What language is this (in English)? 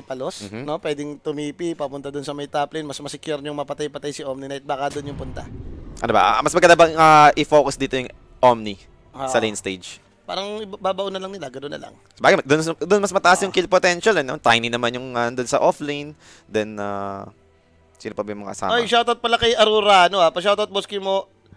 Filipino